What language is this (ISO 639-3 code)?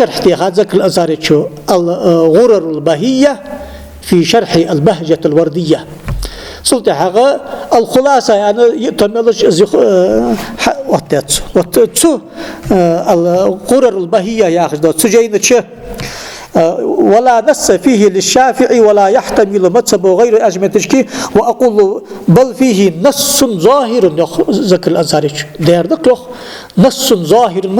inh